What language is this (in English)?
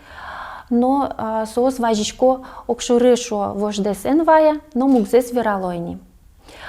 Udmurt